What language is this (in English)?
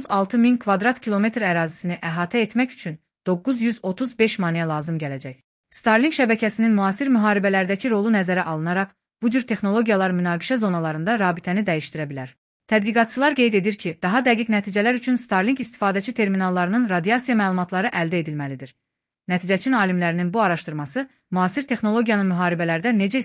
Azerbaijani